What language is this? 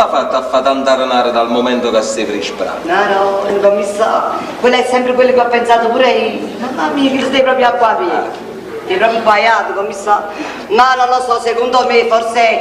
Neapolitan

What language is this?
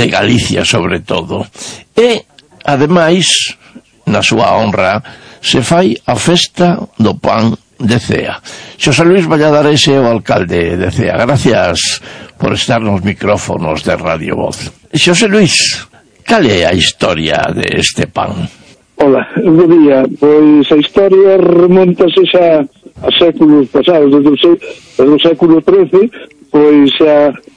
Galician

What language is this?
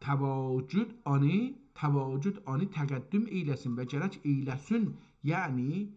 South Azerbaijani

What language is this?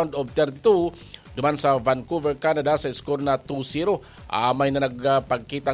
Bikol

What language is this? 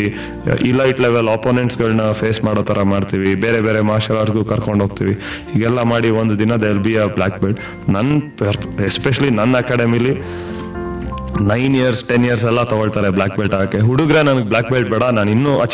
Kannada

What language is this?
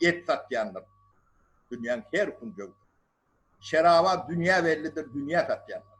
Turkmen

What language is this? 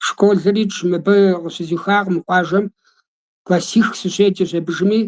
Kabardian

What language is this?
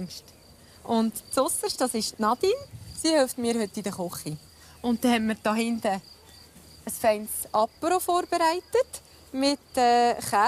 Swiss German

